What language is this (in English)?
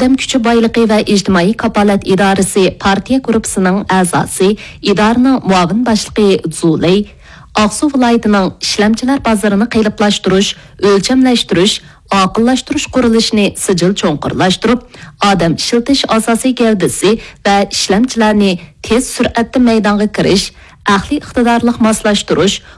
Uyghur